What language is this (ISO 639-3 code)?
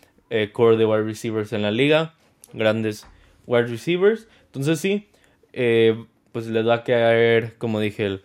spa